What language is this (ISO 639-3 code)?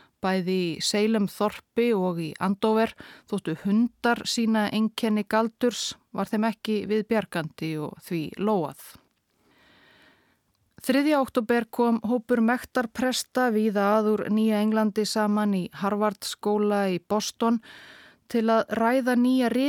isl